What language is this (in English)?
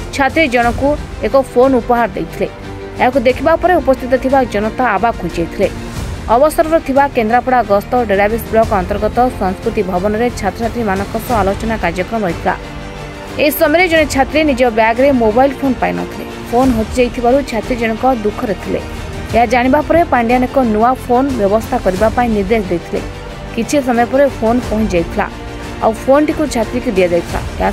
Odia